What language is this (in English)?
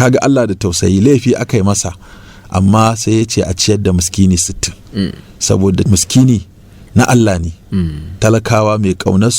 Hausa